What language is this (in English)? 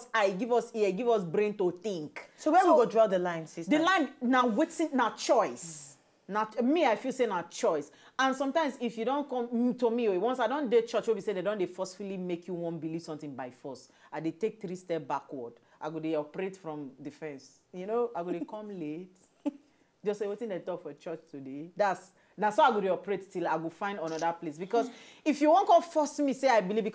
Nigerian Pidgin